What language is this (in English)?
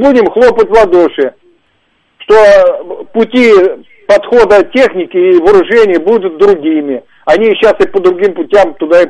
Russian